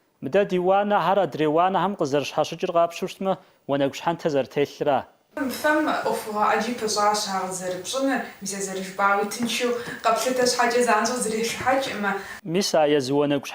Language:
Kabardian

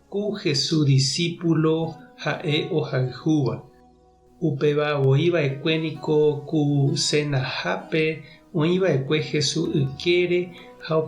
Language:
Guarani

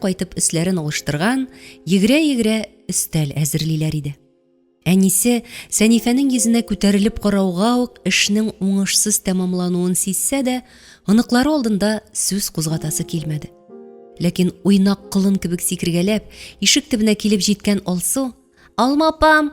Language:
Tatar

